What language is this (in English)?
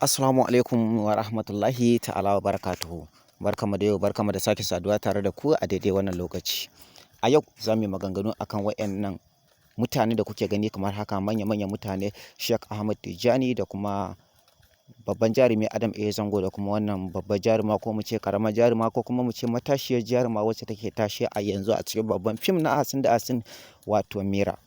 Hausa